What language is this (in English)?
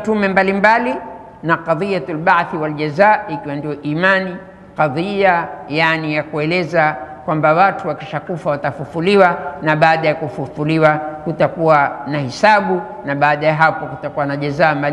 Swahili